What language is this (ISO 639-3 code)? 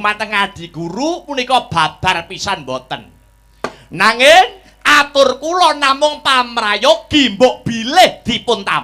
jav